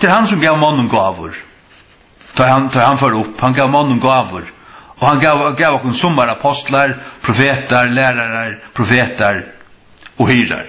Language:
Faroese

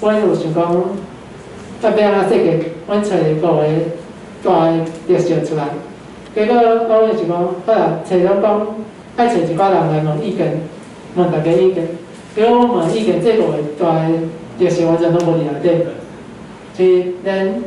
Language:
Min Nan Chinese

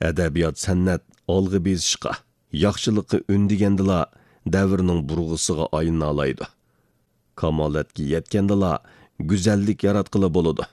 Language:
Uyghur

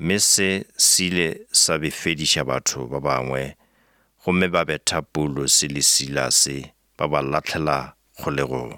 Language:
Northern Sotho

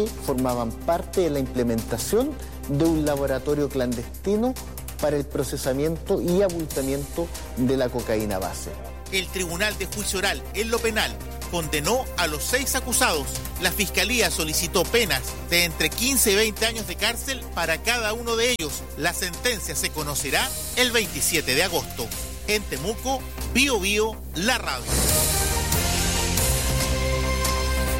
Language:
Spanish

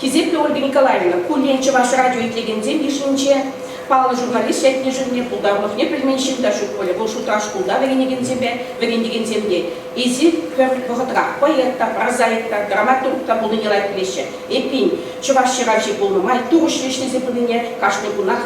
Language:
Chuvash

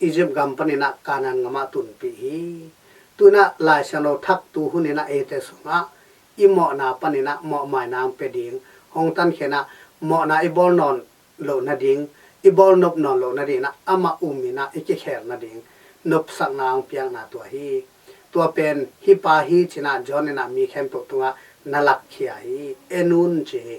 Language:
Tedim Chin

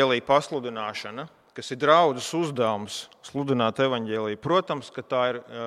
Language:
Latvian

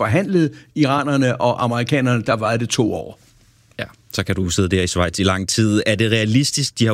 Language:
Danish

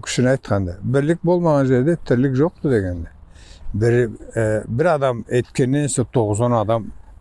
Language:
Karachay-Balkar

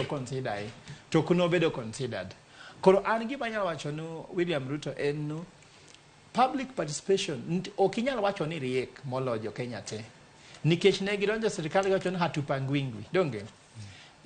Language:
Luo (Kenya and Tanzania)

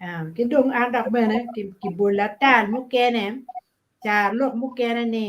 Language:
Acoli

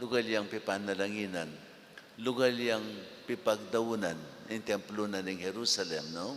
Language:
Pampanga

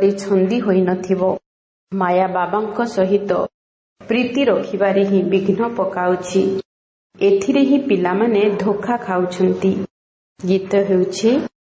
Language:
Odia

